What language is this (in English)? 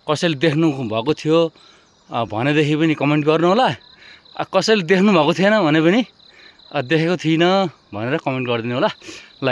Nepali